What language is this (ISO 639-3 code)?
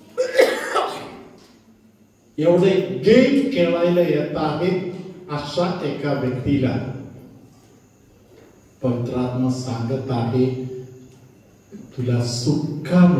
mar